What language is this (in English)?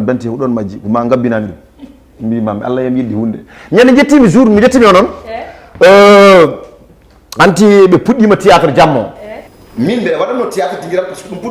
Fula